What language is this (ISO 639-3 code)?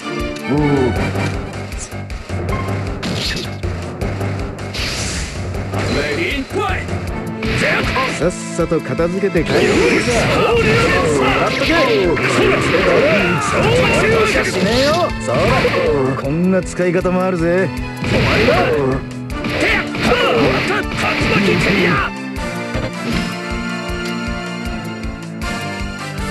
jpn